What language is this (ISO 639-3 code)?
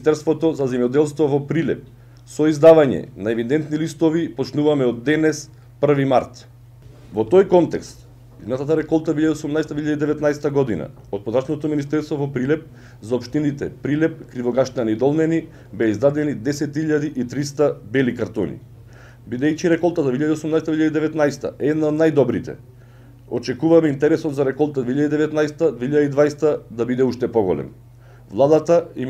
mkd